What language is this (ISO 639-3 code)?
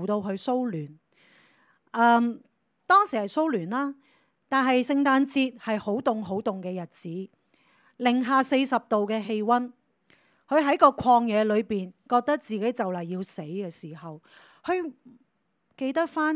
yue